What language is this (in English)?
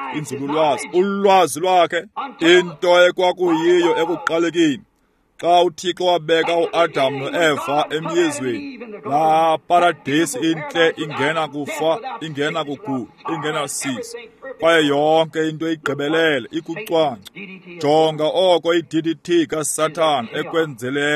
Xhosa